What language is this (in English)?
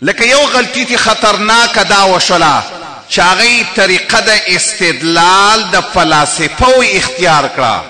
Pashto